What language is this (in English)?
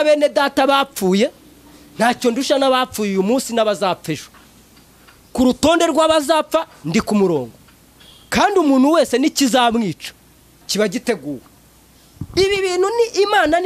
Kinyarwanda